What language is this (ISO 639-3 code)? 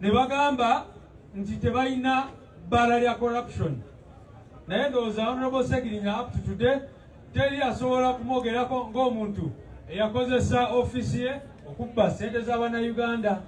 lug